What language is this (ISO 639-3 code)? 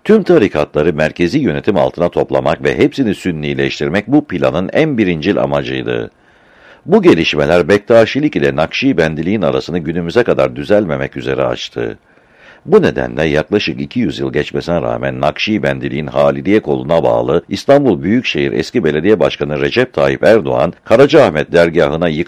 tur